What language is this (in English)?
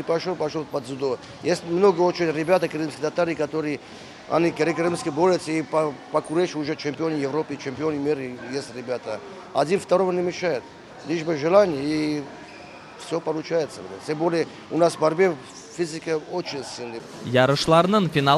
Crimean Tatar